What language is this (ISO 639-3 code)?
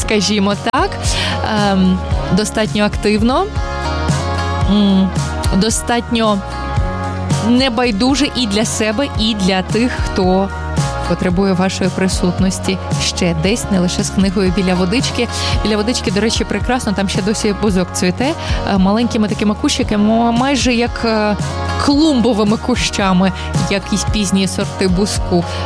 ukr